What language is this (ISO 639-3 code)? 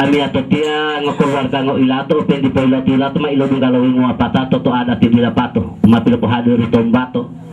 gor